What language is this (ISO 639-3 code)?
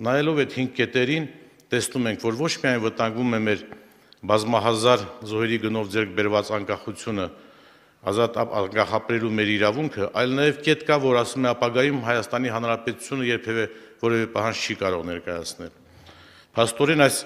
hye